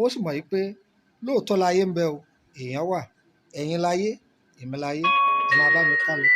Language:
Yoruba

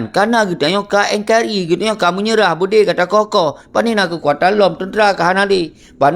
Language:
Achinese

